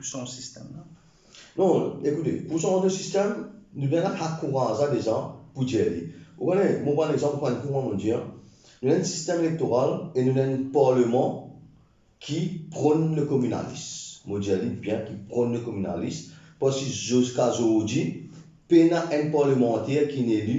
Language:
Morisyen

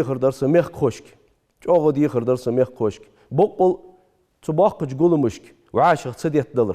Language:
Ingush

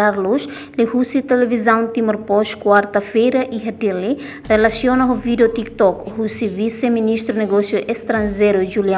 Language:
Tetum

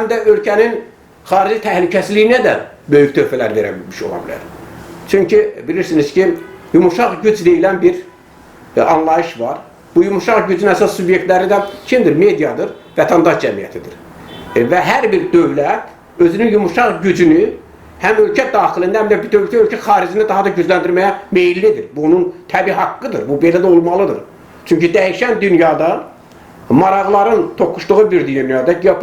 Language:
Azerbaijani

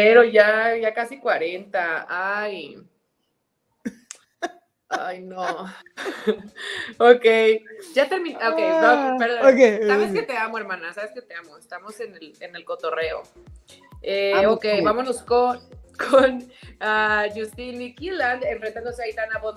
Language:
Spanish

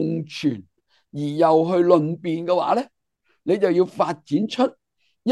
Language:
Cantonese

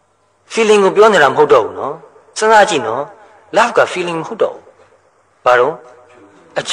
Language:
Burmese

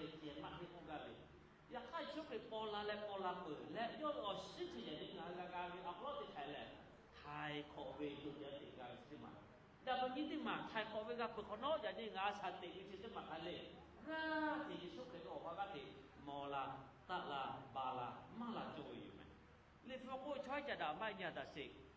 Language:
Lahu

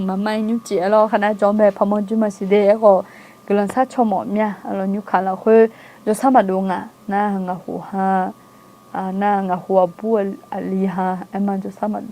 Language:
Akha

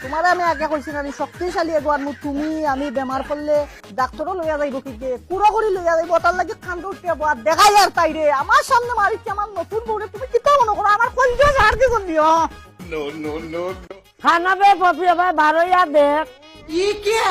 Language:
Sylheti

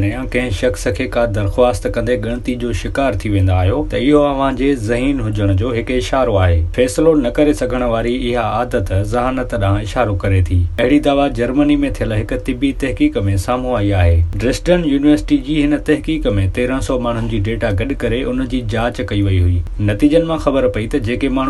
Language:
Sindhi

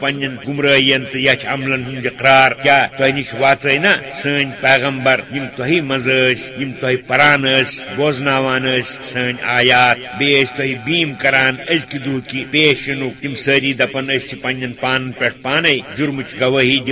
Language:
Kashmiri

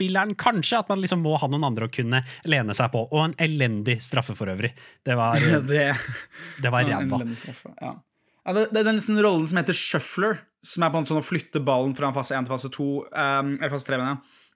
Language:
Norwegian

